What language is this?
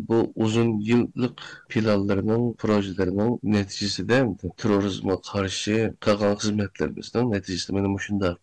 Uyghur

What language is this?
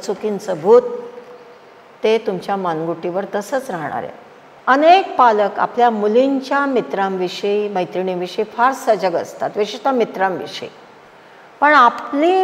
Marathi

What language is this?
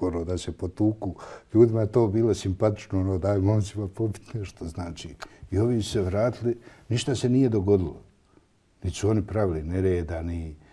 Bosnian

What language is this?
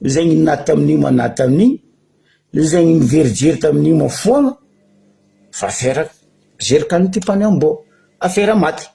Malagasy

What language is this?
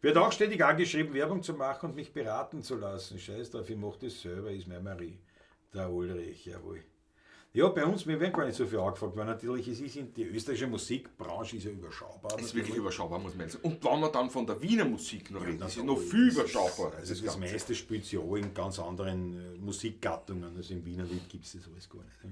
Bavarian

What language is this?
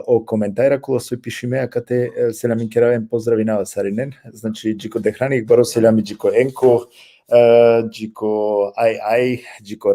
Balkan Romani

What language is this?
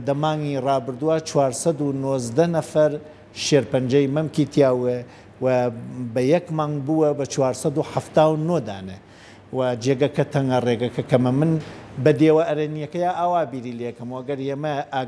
Central Kurdish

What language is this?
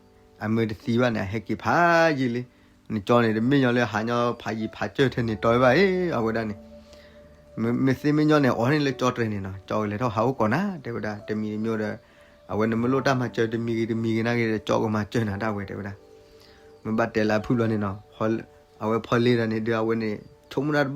S'gaw Karen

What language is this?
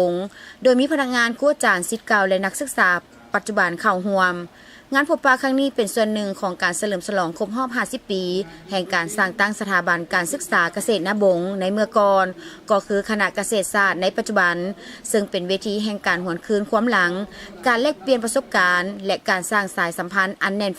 Lao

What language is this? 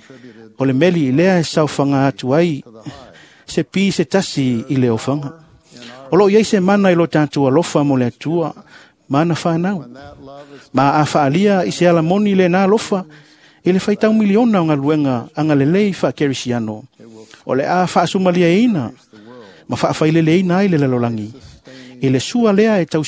Samoan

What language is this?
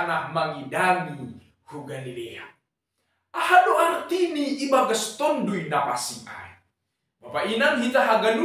Batak Simalungun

